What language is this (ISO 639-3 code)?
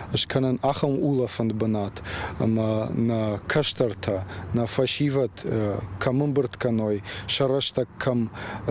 oss